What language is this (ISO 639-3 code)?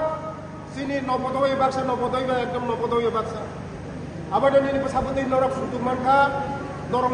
trp